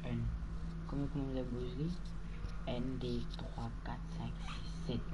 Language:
Morisyen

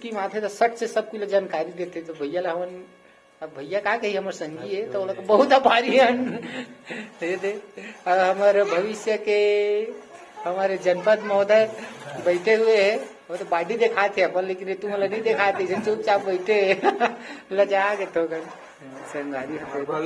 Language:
Chhattisgarhi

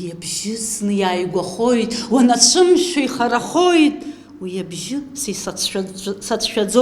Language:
Abkhazian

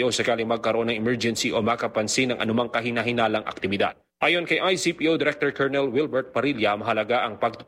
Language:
Filipino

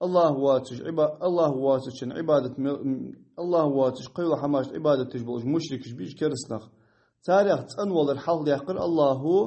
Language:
Ingush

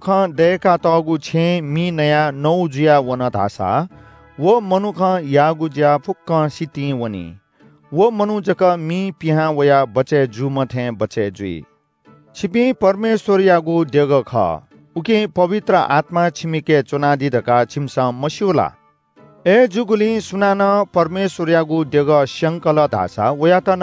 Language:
Newari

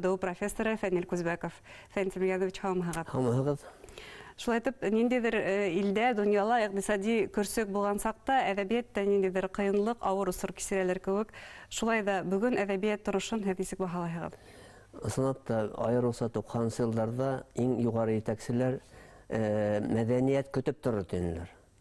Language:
Bashkir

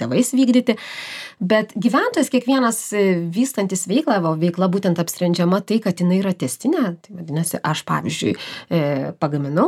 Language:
Lithuanian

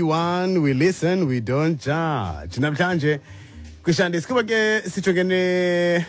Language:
Xhosa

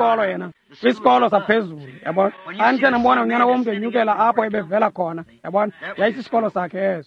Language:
Xhosa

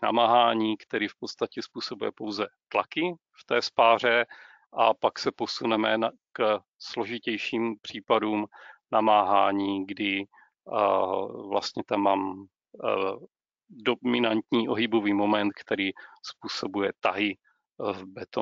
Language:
Czech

